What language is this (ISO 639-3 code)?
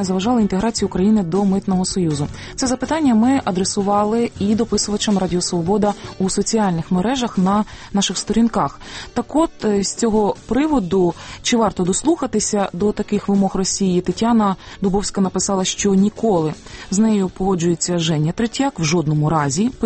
ukr